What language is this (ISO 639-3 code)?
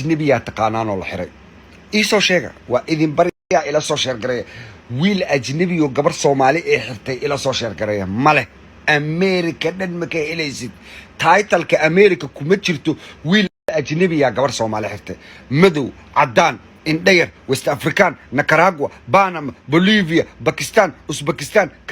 som